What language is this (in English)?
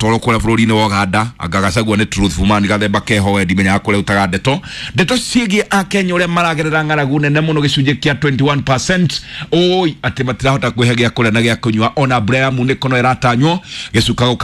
Kikuyu